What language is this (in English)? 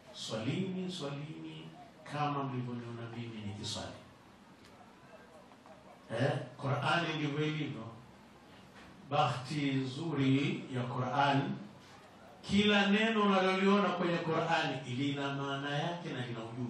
Swahili